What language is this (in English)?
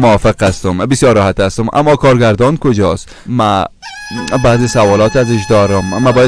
Persian